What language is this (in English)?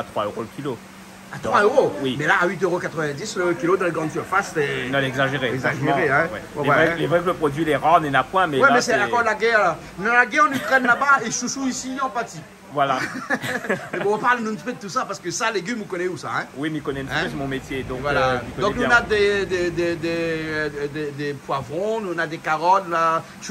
Réunion Creole French